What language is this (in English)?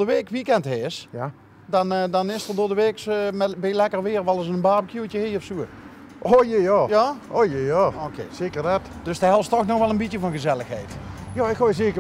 Limburgish